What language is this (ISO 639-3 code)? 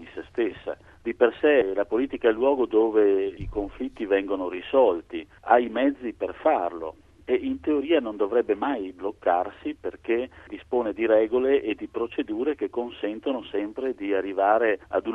ita